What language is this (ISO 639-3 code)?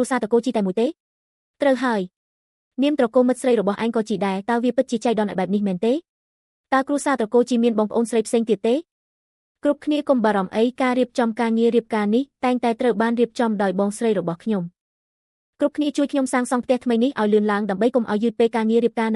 khm